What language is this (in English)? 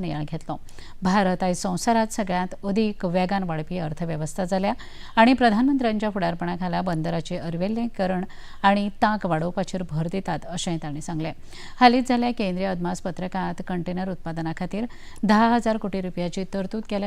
Konkani